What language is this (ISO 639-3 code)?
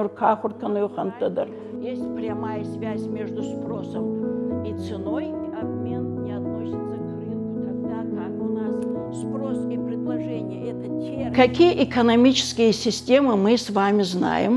oss